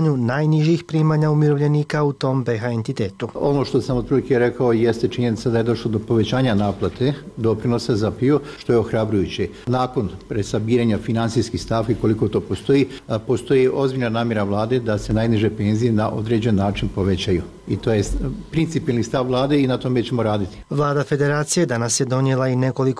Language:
Croatian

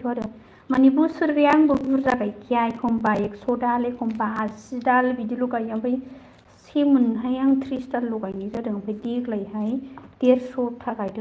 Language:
Bodo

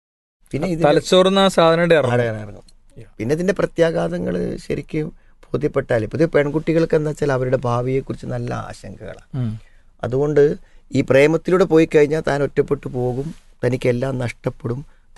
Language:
Malayalam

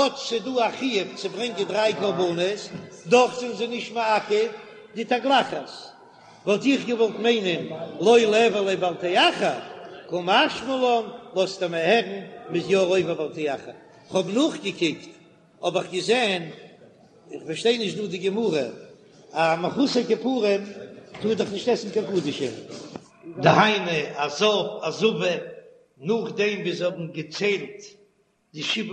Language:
Yiddish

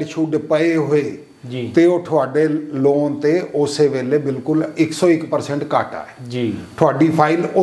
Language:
Punjabi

